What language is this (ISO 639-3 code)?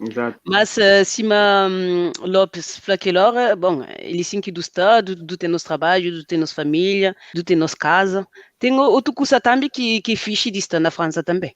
kea